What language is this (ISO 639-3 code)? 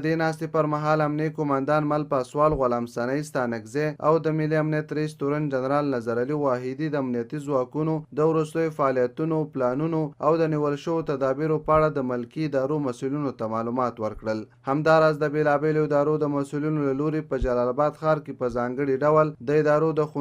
pus